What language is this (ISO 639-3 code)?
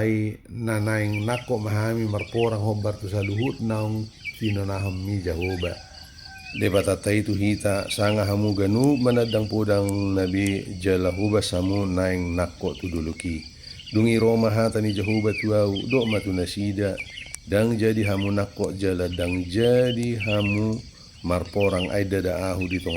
bbc